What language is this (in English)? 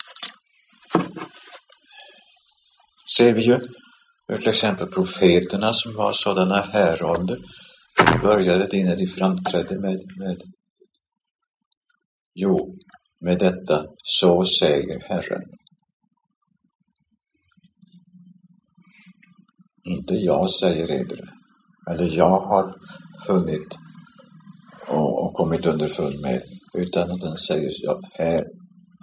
Swedish